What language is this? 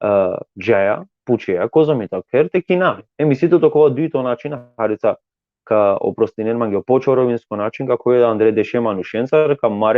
Balkan Romani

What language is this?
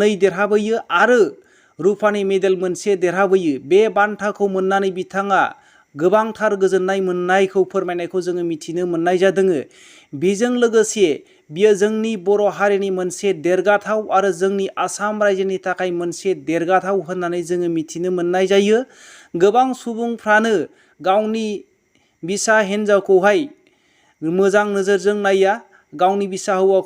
Bodo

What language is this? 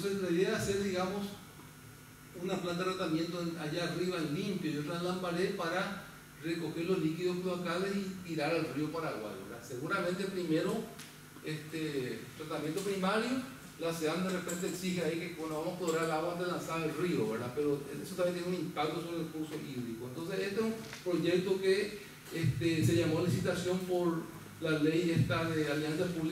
Spanish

